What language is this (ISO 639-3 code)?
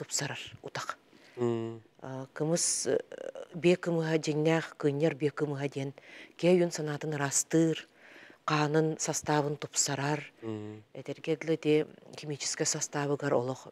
sah